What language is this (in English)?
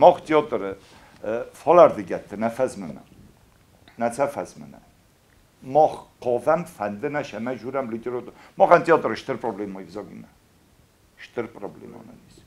Ossetic